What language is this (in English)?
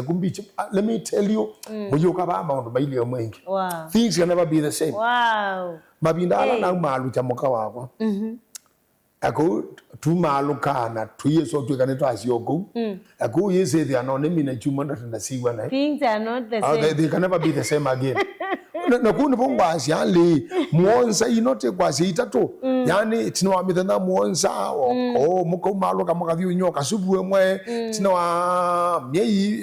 Kamba